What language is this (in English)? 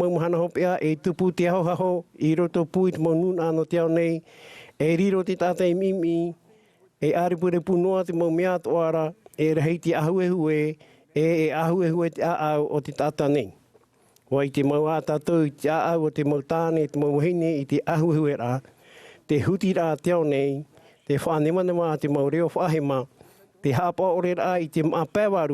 Tahitian